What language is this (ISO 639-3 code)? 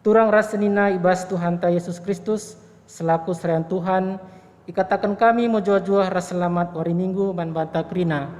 btx